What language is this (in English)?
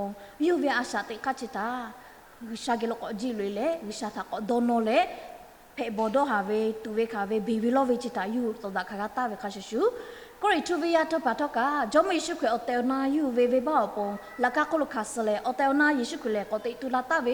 Lahu